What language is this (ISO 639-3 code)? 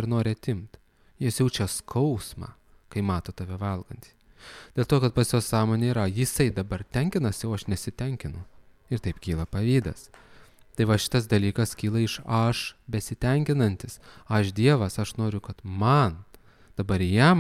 lit